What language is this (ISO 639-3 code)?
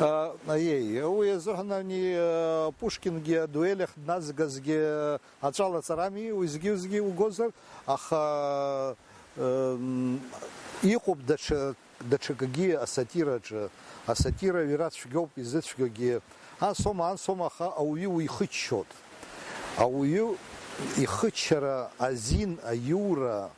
abk